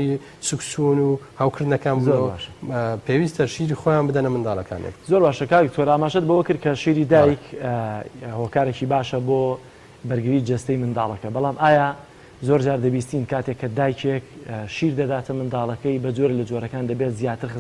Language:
Central Kurdish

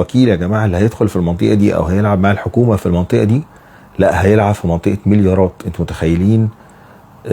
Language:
Egyptian Arabic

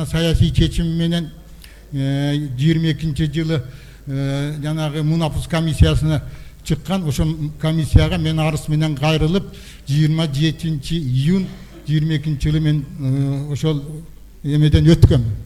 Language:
Kyrgyz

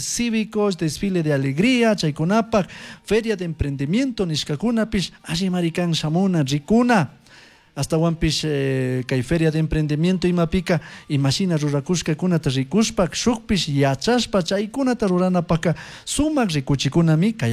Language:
Chimborazo Highland Quichua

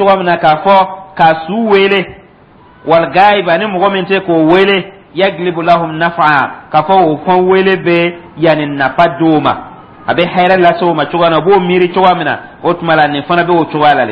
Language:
Dyula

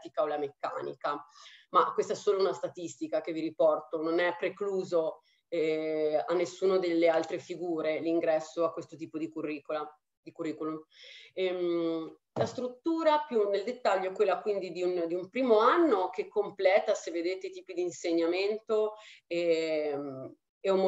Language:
Italian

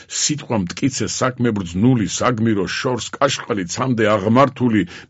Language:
Georgian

